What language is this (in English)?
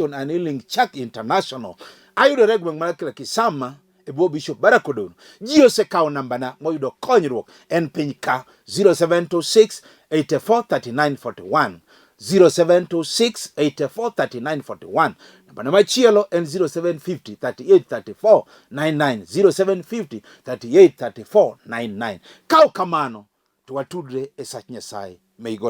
Luo (Kenya and Tanzania)